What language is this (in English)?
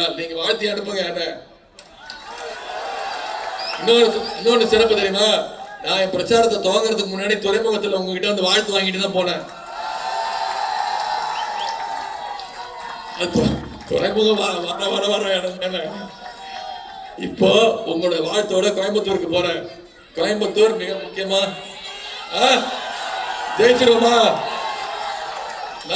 Tamil